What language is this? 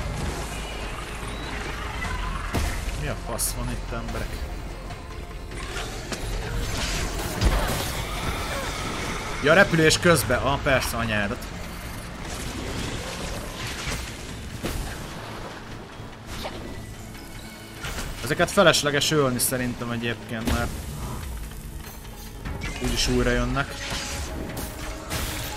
Hungarian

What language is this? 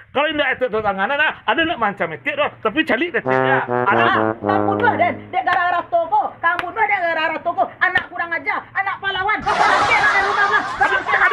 Minangkabau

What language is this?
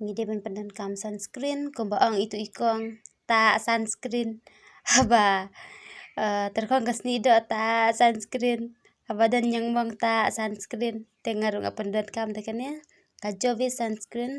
Khasi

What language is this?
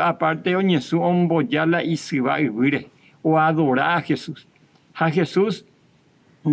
Guarani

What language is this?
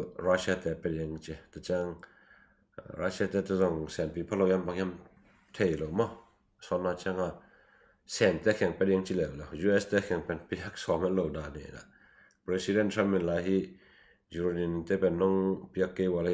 Tedim Chin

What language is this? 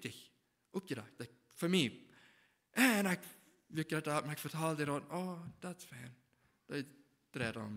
Plautdietsch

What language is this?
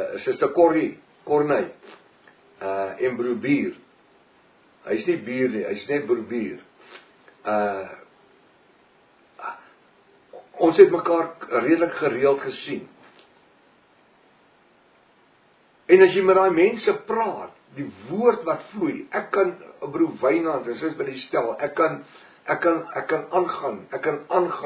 Afrikaans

